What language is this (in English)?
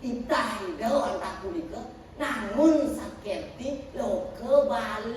Balinese